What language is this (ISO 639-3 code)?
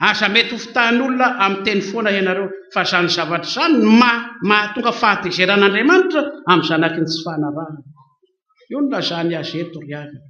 mlg